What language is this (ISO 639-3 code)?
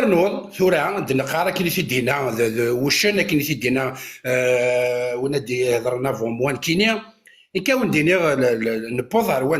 kab